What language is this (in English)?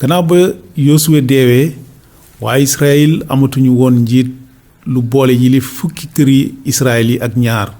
Wolof